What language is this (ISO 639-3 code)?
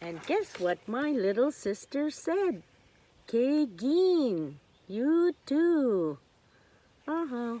oji